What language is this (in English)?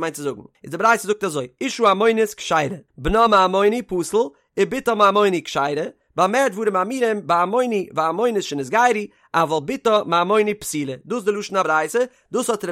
Yiddish